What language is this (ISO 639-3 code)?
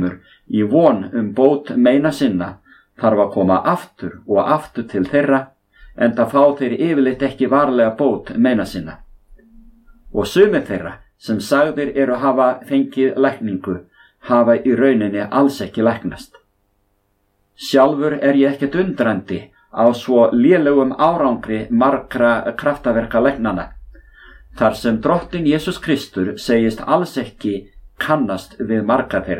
isl